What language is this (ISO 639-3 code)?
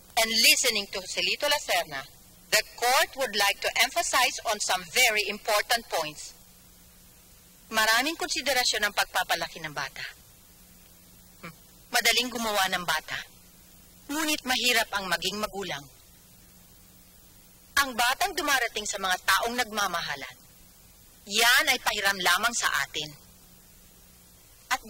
fil